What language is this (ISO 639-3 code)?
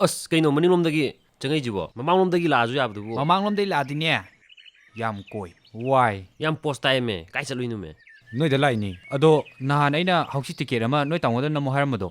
mni